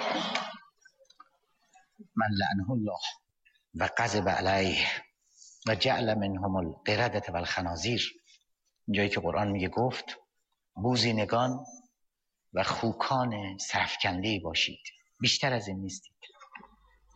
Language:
Persian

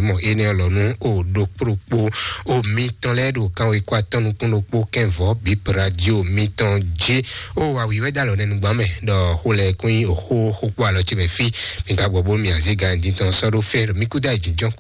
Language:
Fon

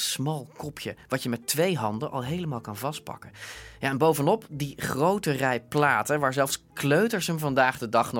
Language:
Dutch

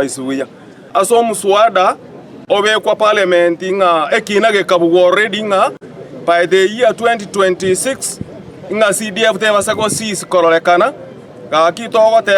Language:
Gusii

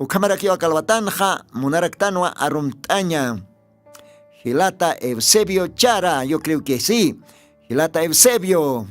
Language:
Aymara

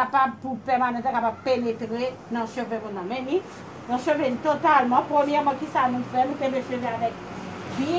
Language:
Haitian Creole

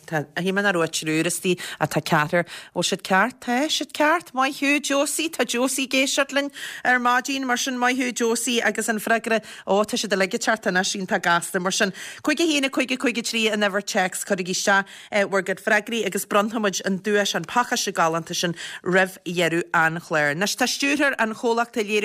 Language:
Irish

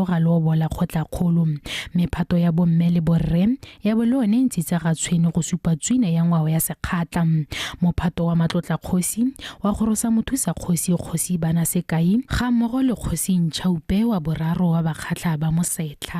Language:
Tswana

